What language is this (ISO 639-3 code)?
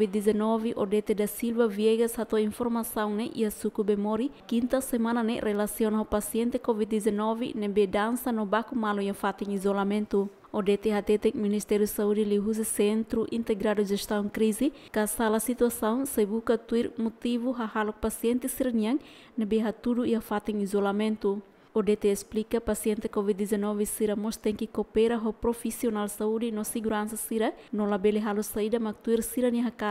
tet